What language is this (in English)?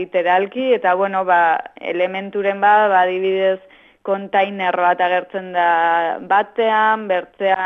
Basque